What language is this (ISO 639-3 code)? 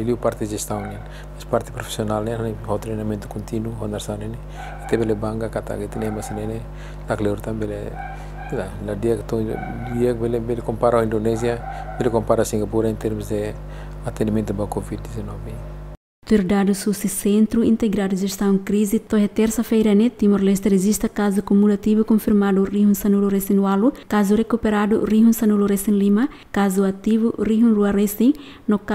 tet